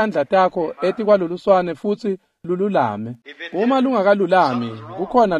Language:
Swati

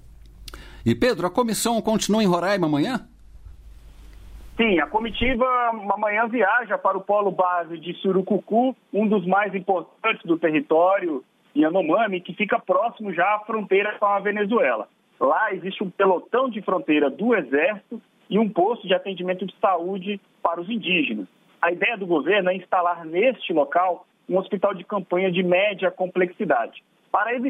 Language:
Portuguese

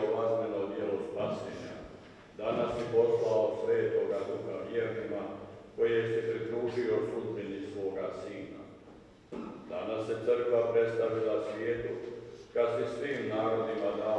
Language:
Croatian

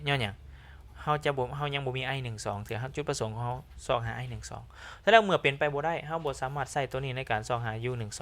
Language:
Lao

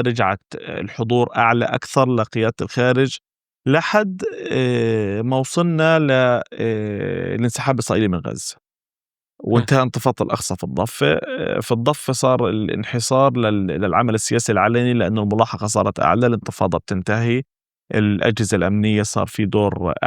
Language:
North Levantine Arabic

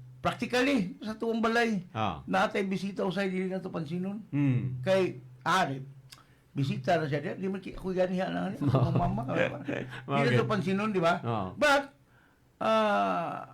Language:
Cebuano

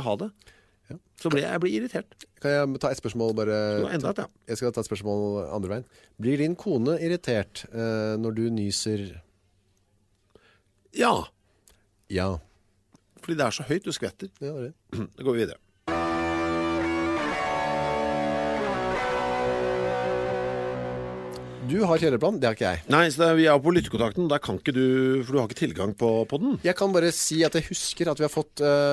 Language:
Norwegian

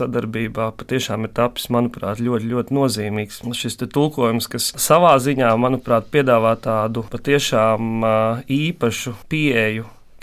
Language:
Latvian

